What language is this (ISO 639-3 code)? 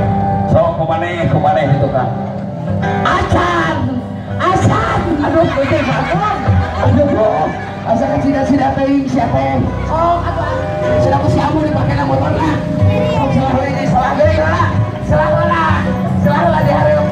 sun